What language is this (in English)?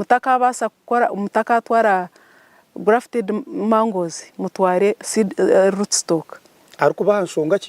Nyankole